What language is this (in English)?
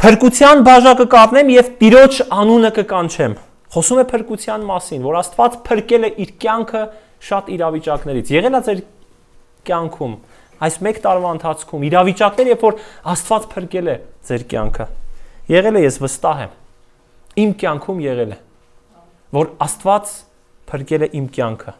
Armenian